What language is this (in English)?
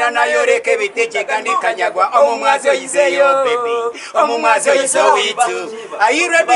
Nyankole